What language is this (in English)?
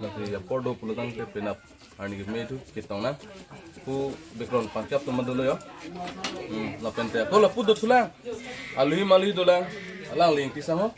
Karbi